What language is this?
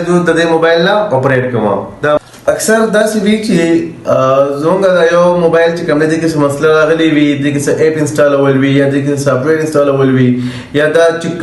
Pashto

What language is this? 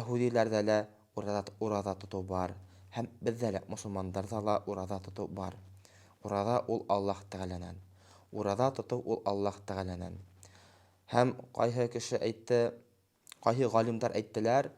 Bashkir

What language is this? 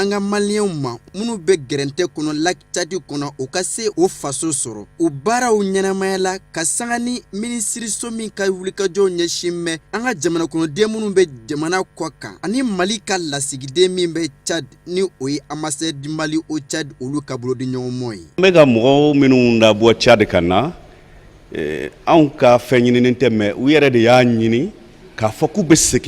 Bambara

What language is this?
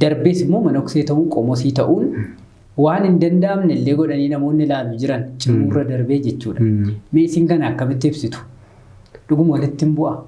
Oromo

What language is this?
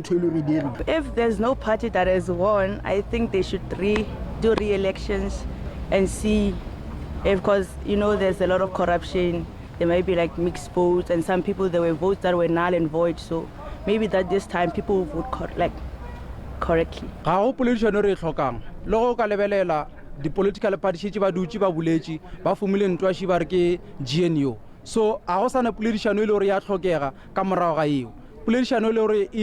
Northern Sotho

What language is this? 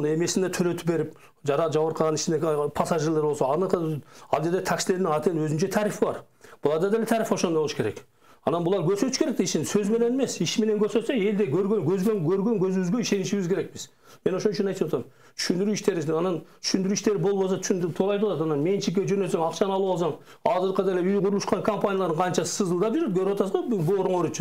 Kyrgyz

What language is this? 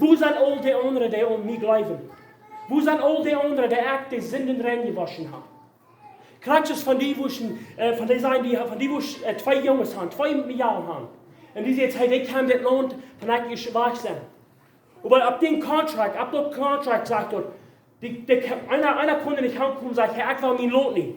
Plautdietsch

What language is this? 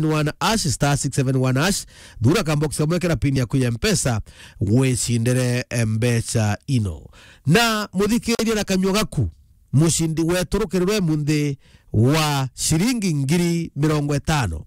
Meru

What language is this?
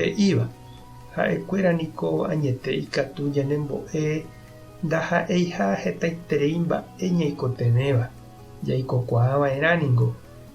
Guarani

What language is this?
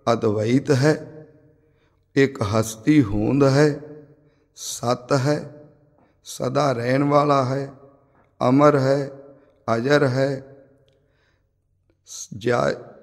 Punjabi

